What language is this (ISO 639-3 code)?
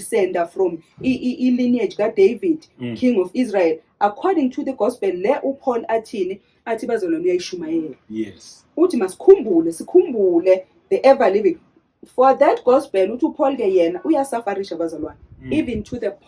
zul